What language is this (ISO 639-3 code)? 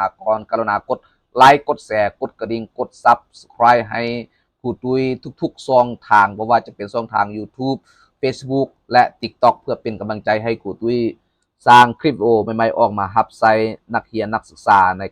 lao